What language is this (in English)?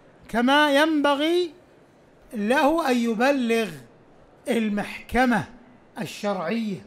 Arabic